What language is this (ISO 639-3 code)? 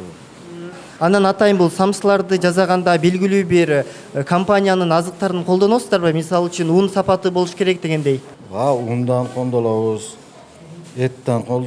kir